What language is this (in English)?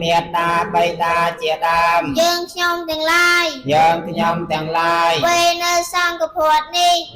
Khmer